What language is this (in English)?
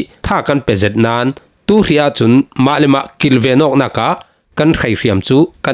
Falam Chin